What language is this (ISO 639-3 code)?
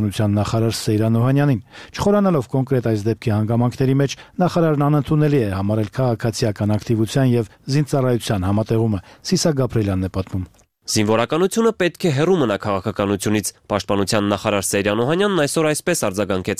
hye